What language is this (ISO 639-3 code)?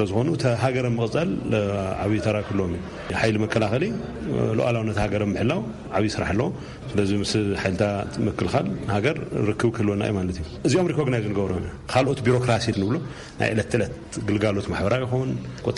tir